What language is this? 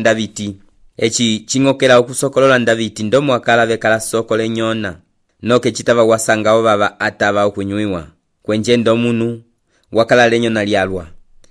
Umbundu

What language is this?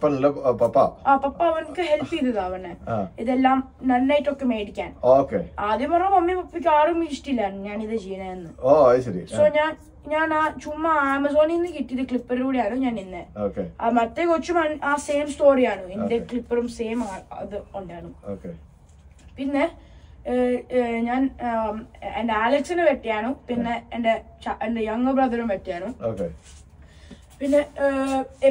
Malayalam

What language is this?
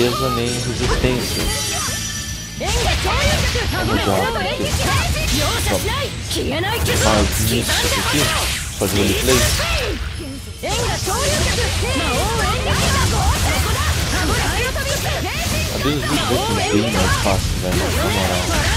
Portuguese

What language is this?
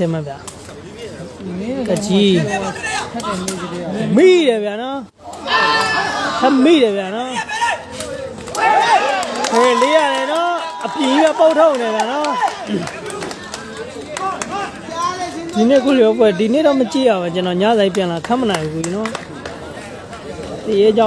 Burmese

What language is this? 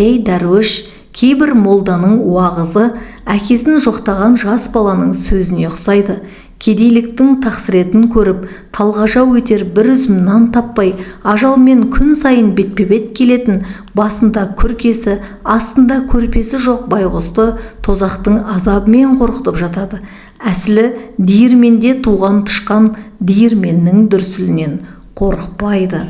Kazakh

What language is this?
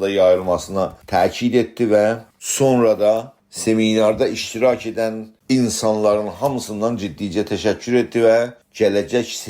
South Azerbaijani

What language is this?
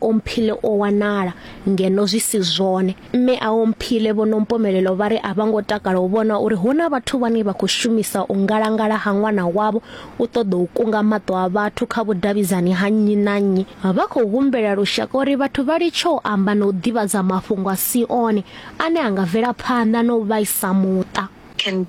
Venda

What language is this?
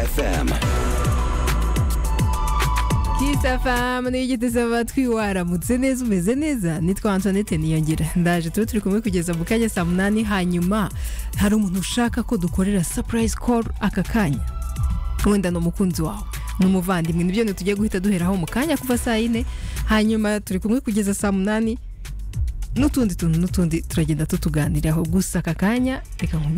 Kinyarwanda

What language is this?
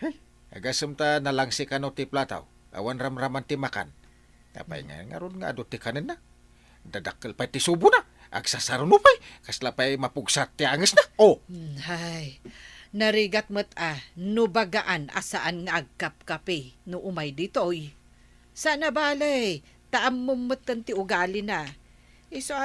Iloko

